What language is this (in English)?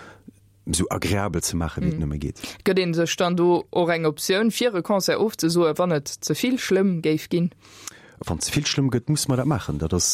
Luxembourgish